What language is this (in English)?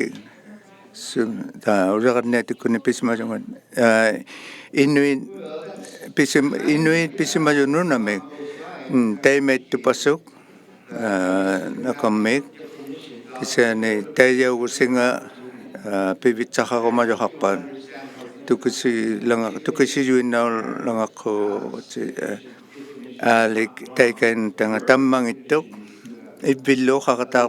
Inuktitut